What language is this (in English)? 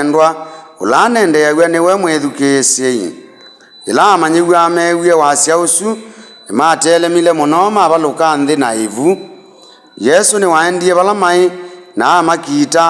Kamba